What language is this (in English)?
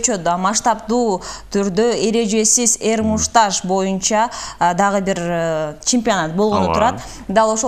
Kyrgyz